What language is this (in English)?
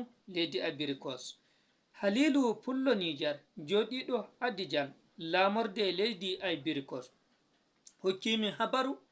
Fula